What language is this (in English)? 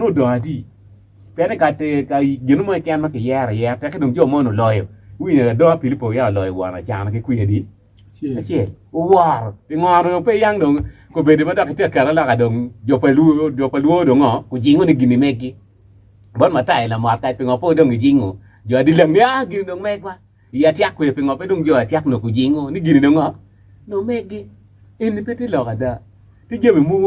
Acoli